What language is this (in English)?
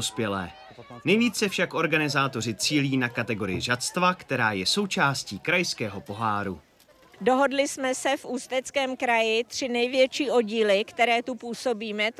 Czech